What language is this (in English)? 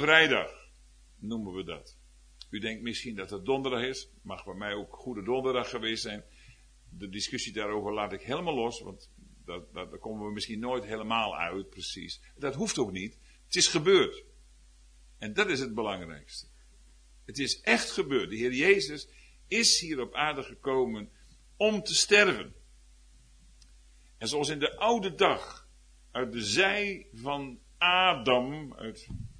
Dutch